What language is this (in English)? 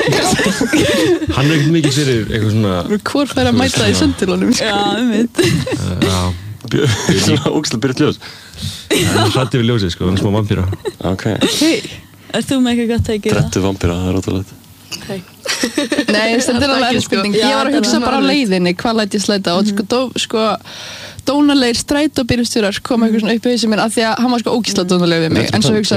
Icelandic